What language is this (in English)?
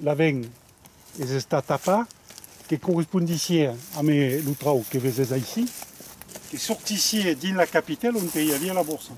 Occitan